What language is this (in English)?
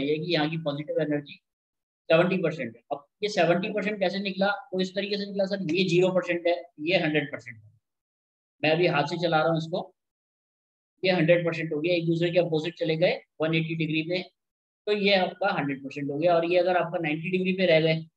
Hindi